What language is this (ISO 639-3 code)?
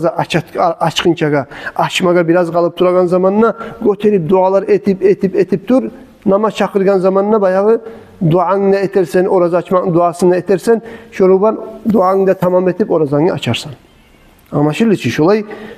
kum